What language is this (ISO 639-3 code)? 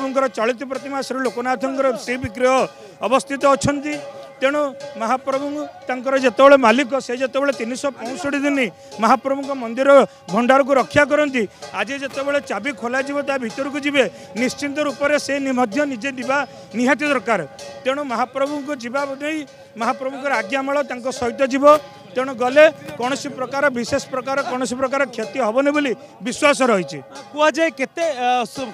ori